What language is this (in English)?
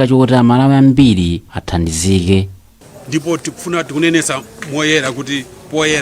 Nyanja